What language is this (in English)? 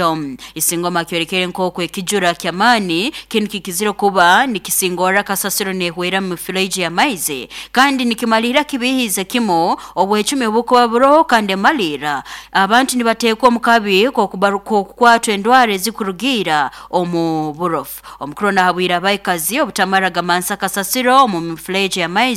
Nyoro